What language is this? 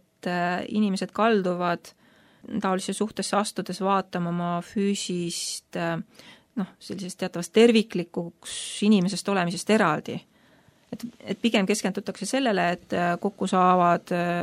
Estonian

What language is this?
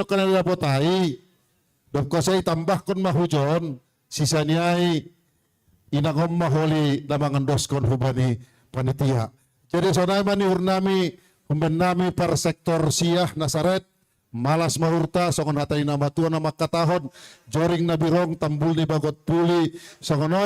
Batak Simalungun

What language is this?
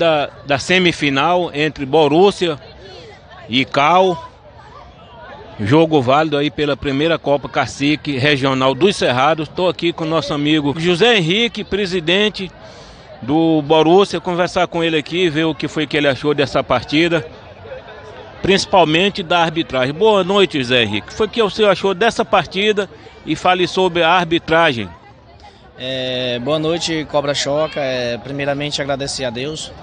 Portuguese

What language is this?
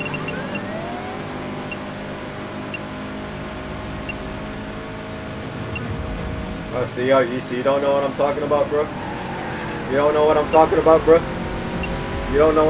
English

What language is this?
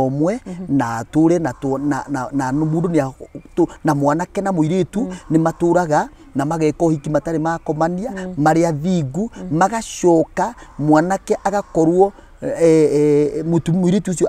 Kikuyu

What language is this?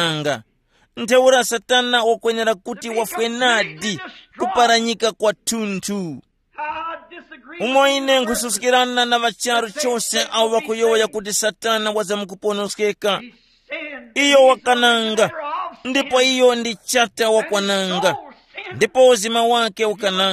Tumbuka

